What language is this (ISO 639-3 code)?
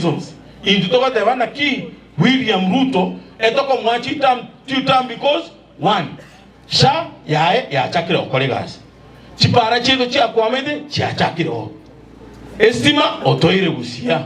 guz